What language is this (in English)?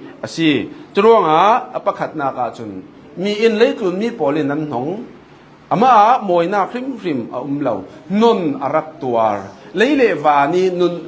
Falam Chin